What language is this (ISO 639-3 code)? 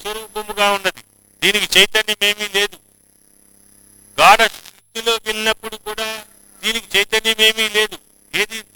tel